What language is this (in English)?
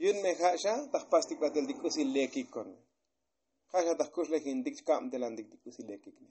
Tzotzil